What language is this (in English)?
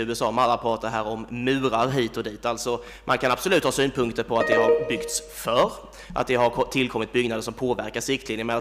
Swedish